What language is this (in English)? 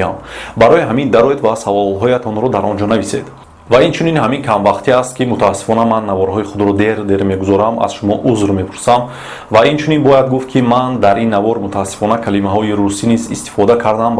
Tajik